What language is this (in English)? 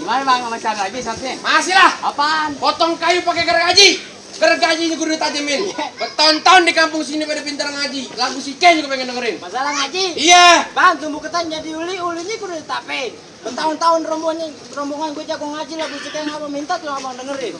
Betawi